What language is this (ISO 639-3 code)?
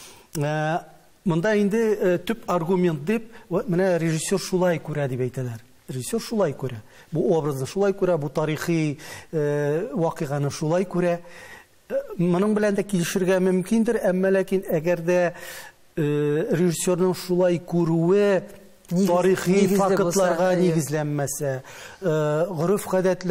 tat